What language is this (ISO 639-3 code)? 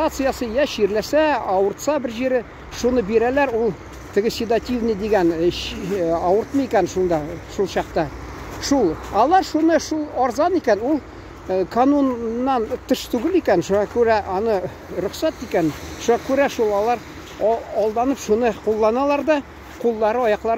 tat